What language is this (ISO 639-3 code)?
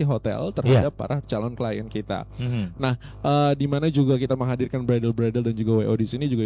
ind